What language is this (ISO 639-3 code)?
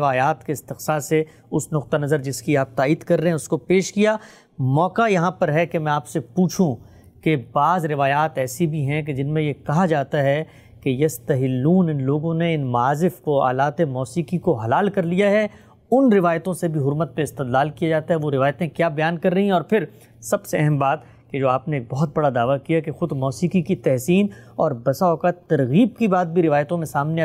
urd